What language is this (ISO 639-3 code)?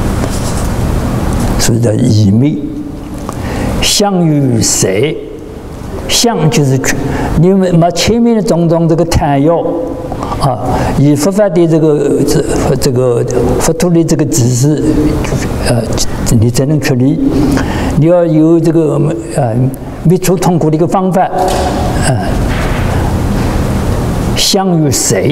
zho